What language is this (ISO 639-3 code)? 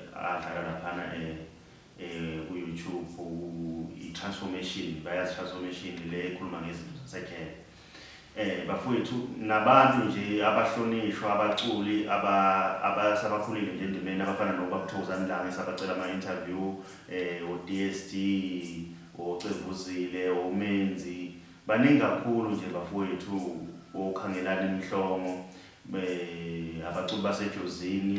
zul